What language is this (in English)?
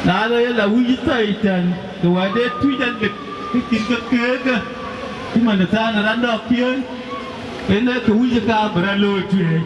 Dinka